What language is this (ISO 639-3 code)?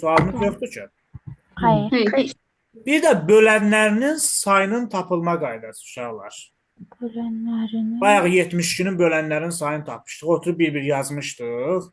aze